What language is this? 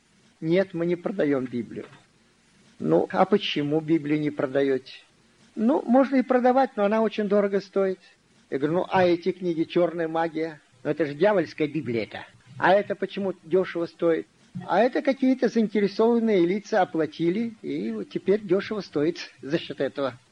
Russian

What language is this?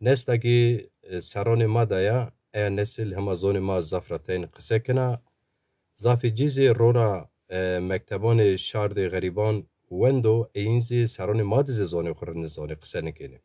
Zaza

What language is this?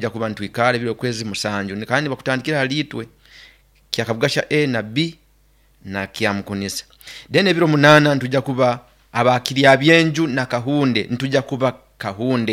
Nyoro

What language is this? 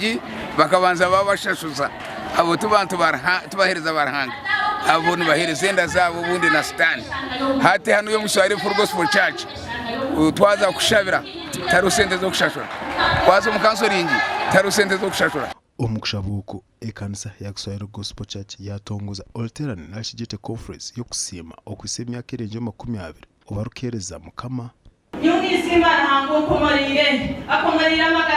Nyankole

